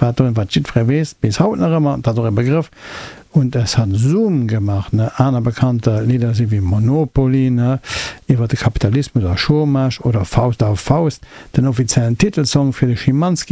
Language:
Luxembourgish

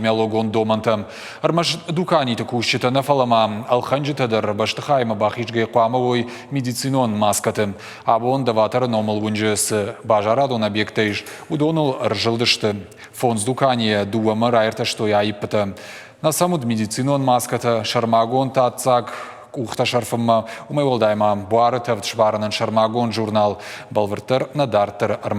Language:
Ossetic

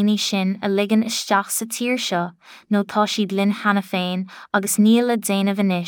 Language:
Irish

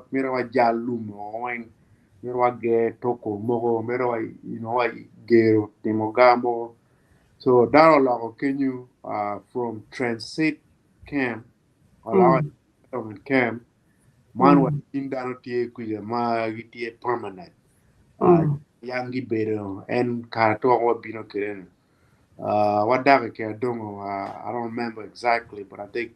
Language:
Acoli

